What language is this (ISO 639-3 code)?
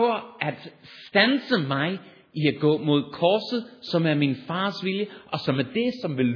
dan